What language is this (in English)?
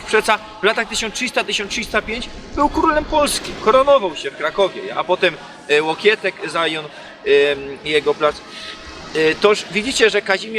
Silesian